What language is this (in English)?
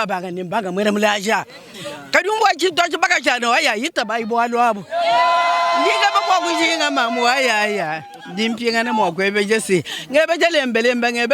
Luba-Lulua